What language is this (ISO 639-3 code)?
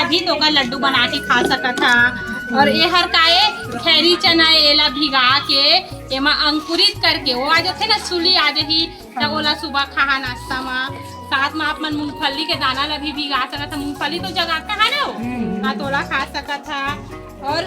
hne